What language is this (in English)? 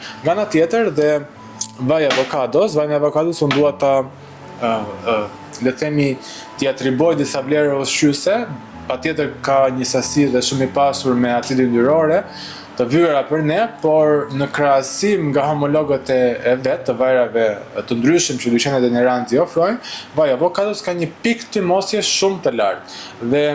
Albanian